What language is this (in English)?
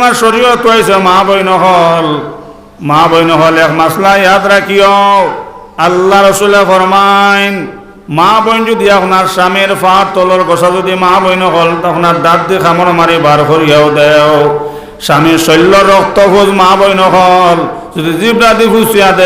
Sylheti